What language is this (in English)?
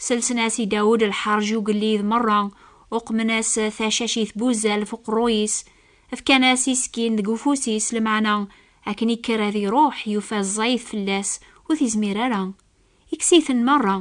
Kabyle